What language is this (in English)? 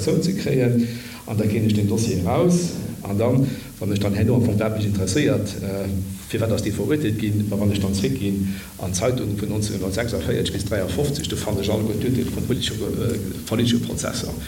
Luxembourgish